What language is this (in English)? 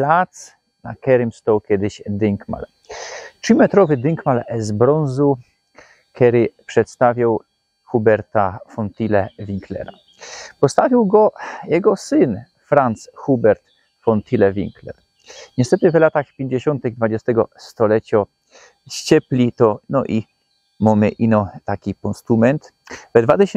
Silesian